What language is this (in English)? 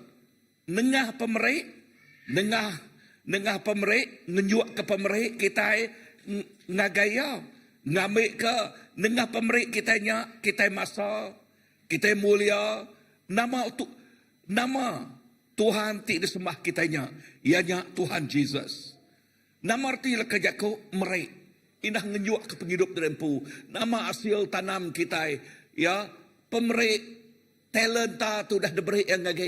Iban